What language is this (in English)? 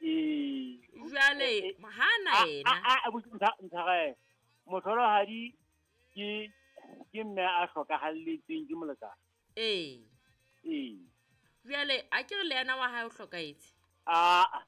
Southern Sotho